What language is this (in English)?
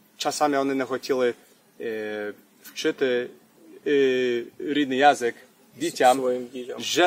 Rusyn